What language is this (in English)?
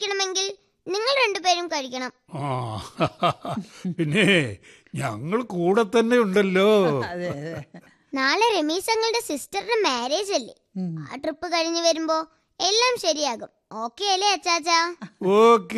Malayalam